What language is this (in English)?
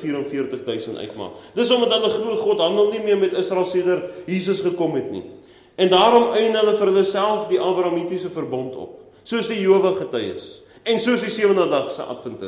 Afrikaans